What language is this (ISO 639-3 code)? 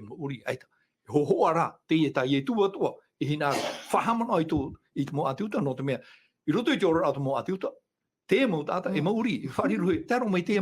tah